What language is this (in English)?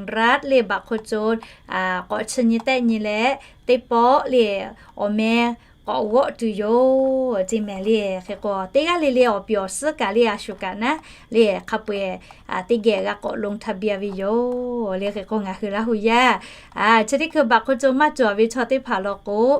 Lahu